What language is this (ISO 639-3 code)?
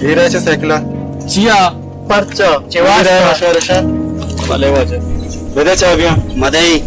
bal